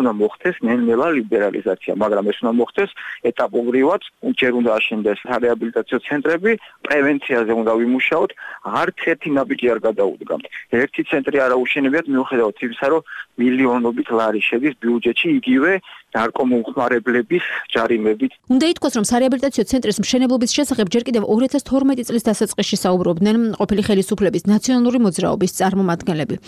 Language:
Georgian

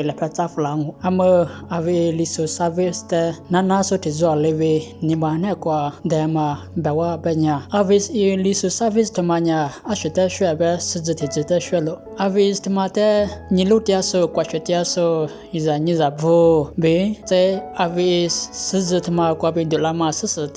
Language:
Lisu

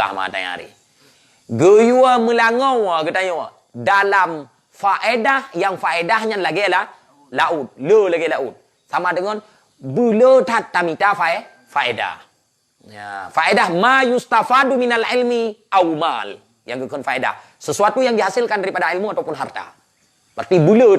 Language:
Achinese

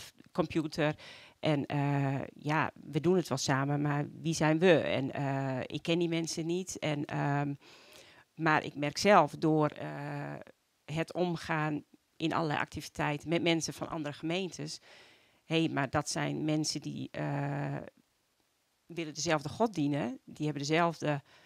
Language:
Dutch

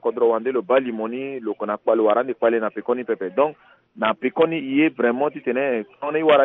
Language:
Sango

